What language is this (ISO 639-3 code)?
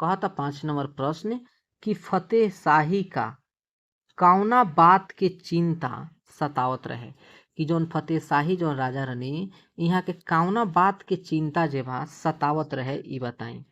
bho